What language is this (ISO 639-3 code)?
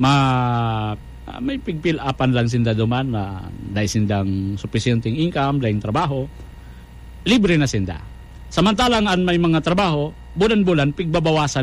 bik